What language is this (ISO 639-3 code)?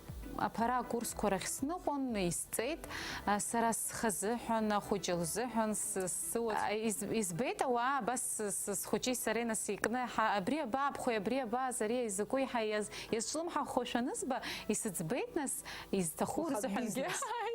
abk